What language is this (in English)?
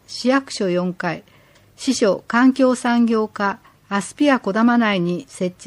Japanese